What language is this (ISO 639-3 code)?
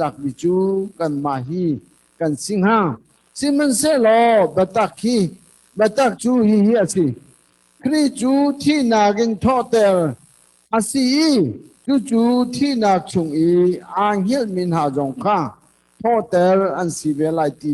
cnh